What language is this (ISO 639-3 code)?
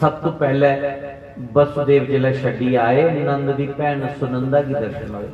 doi